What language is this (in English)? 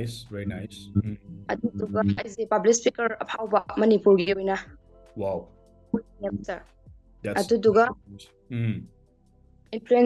Manipuri